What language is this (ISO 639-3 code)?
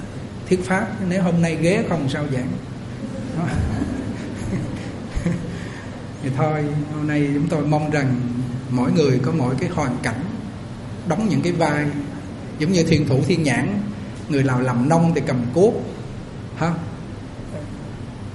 vie